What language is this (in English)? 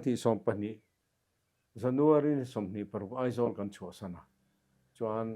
Mizo